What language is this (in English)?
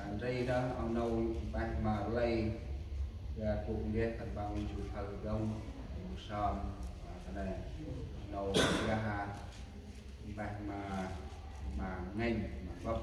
Central Mnong